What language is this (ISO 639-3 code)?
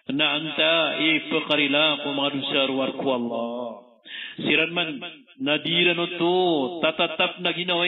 mrw